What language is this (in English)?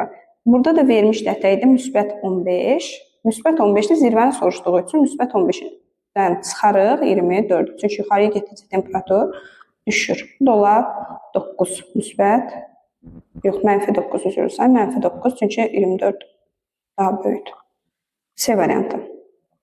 Azerbaijani